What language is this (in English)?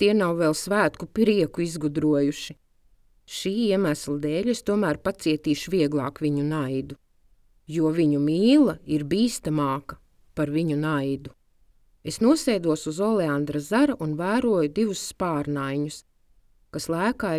Latvian